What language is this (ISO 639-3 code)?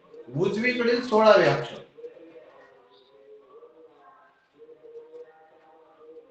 mar